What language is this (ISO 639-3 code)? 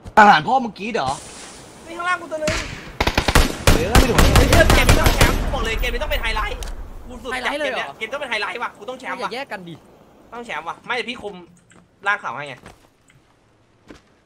tha